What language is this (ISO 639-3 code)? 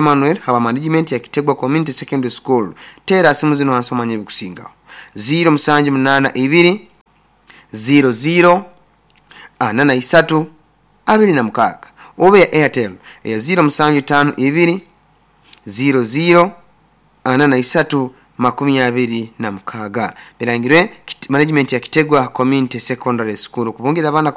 nyo